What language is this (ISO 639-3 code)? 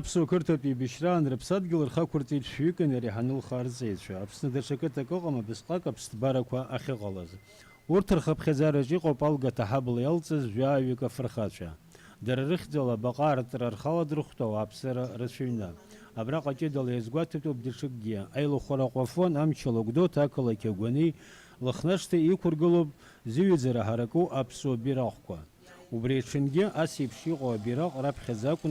abk